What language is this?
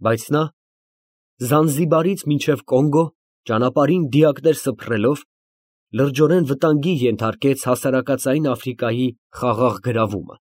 Armenian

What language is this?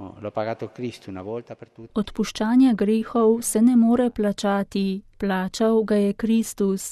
Slovenian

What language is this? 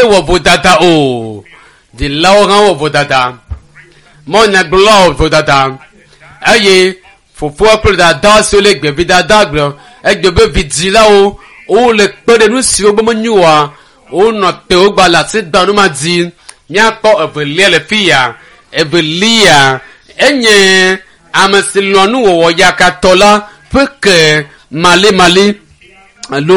Ewe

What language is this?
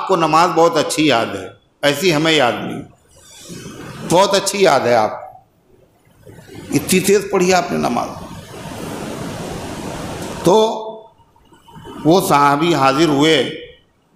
Urdu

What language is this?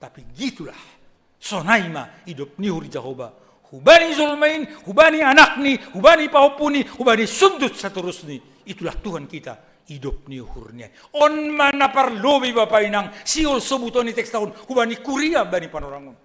Batak Simalungun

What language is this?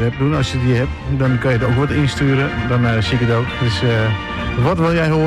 Dutch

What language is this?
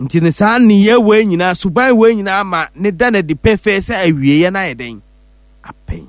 Akan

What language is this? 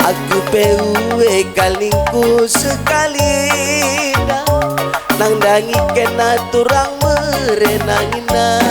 Batak Karo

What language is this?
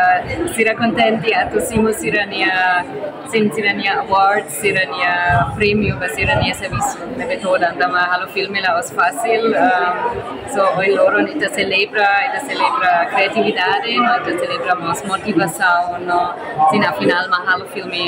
Tetum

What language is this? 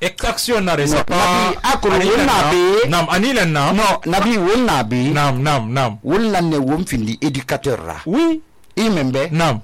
Susu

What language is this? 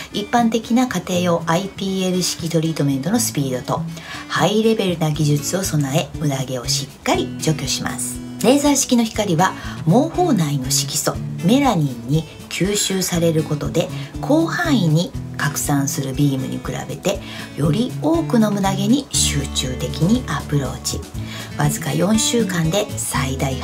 Japanese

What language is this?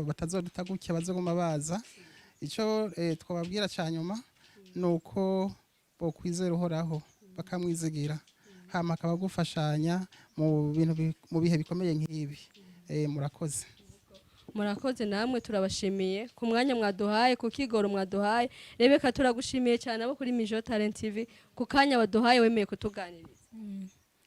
Rundi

